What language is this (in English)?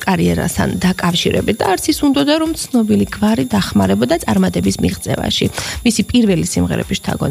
Georgian